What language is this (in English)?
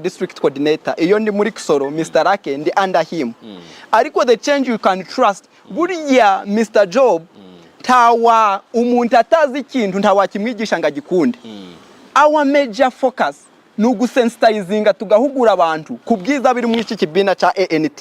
Nyankole